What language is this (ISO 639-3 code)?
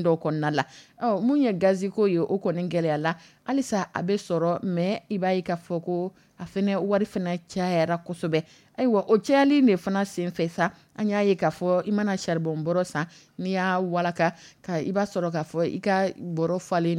dyu